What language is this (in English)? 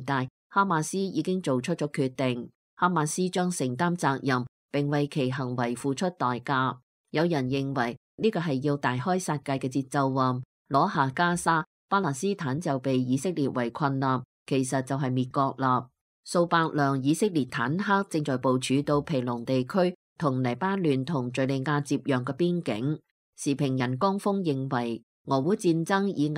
Cantonese